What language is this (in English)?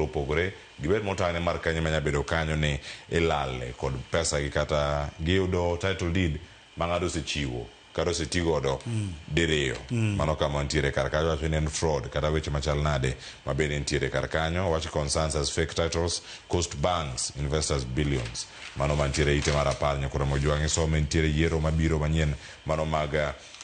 Luo (Kenya and Tanzania)